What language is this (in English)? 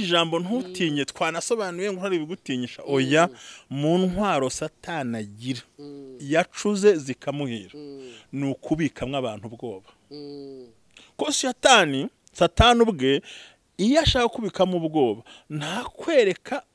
Kinyarwanda